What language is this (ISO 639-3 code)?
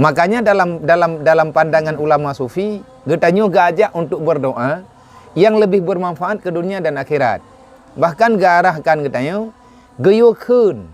ace